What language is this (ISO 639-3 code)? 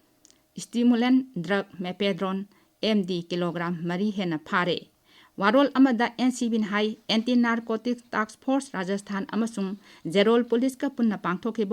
mni